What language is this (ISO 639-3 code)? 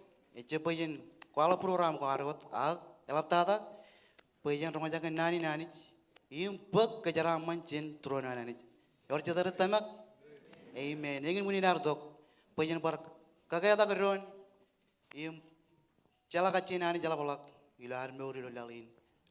mah